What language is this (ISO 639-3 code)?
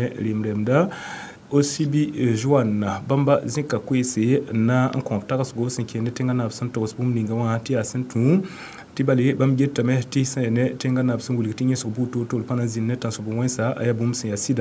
mos